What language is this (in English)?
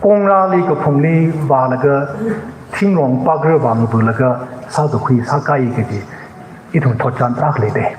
Tangkhul Naga (India)